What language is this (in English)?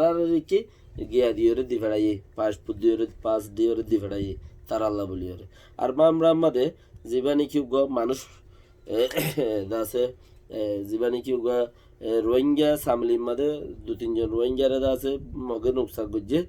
Rohingya